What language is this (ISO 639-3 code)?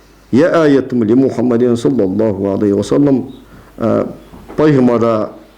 inh